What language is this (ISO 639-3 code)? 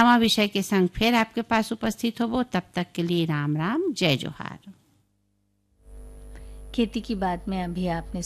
hne